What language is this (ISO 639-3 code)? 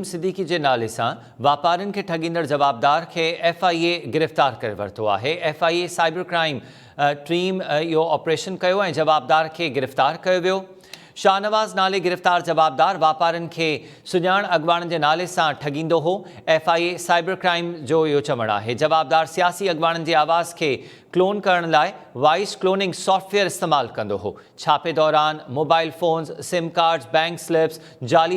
snd